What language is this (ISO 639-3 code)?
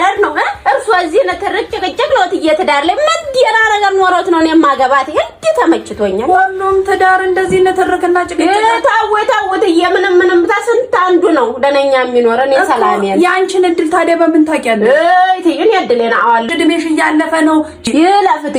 amh